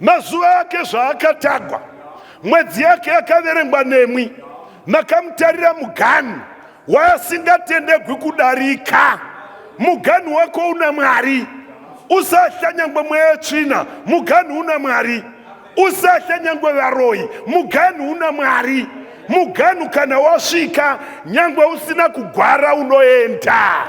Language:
Shona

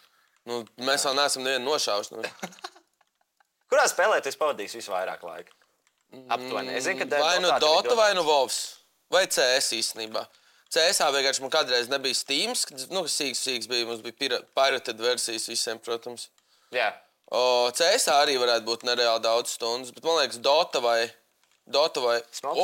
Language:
Latvian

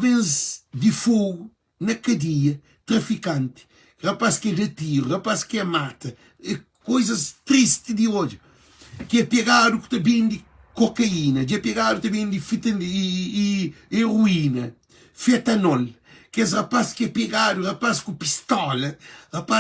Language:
Kabuverdianu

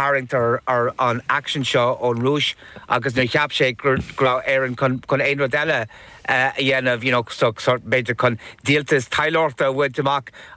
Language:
Irish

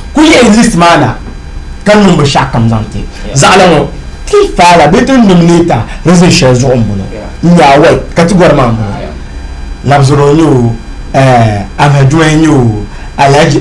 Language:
Dagbani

